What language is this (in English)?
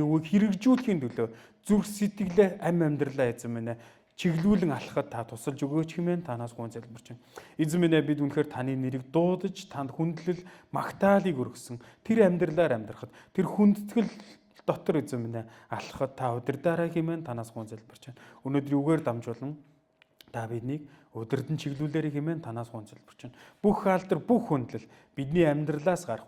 Mongolian